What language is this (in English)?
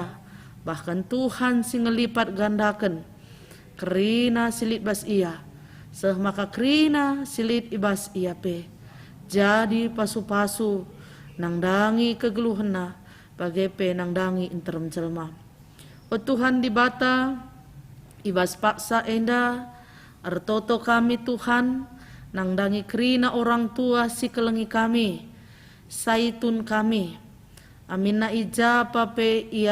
Batak Karo